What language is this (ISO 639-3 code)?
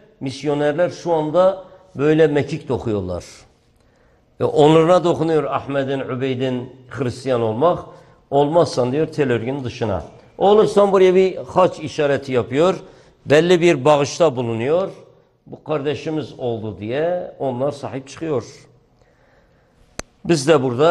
tur